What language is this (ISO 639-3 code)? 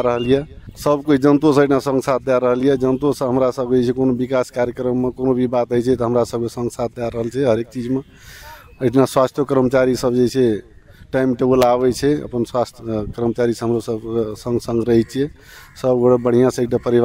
mai